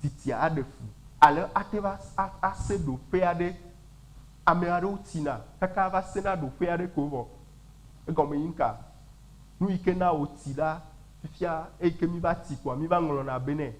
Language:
Ewe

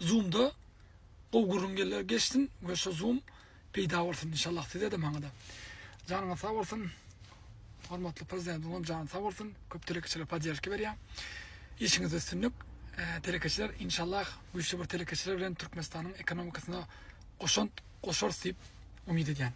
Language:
Turkmen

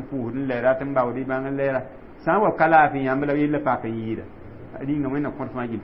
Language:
Mossi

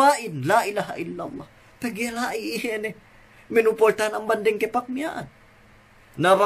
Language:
Yakan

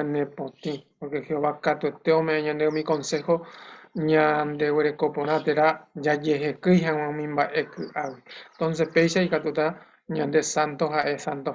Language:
Guarani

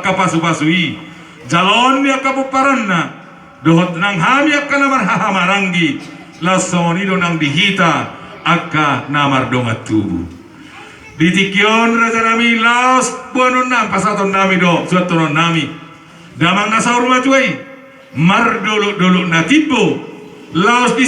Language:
Batak Toba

